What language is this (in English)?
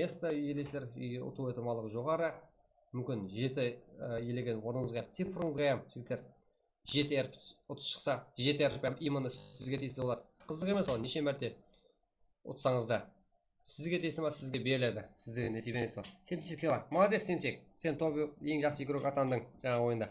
Kara-Kalpak